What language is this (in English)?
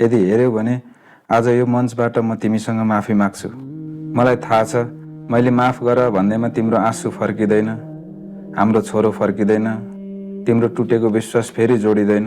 Nepali